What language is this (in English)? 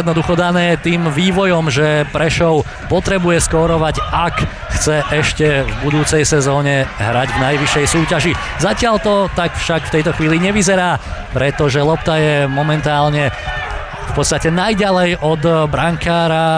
Slovak